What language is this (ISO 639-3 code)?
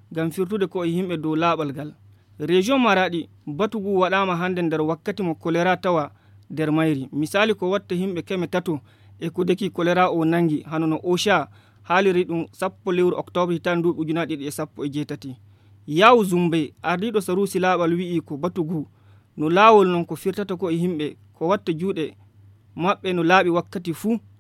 ful